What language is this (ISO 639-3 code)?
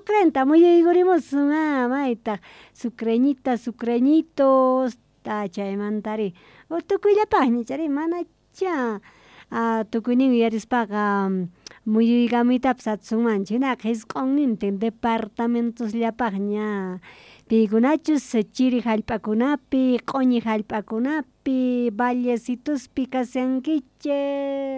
que